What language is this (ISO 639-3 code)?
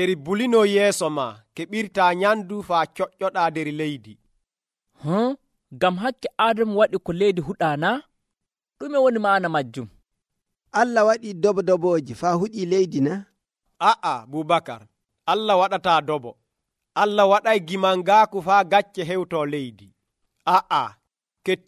fuv